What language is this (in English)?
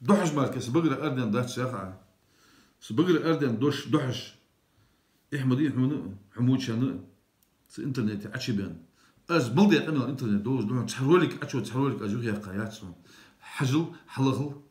Ingush